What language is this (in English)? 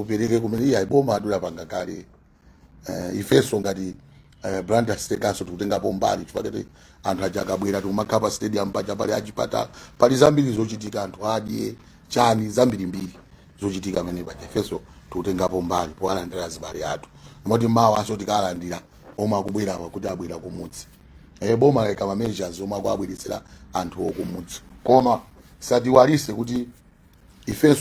Nyanja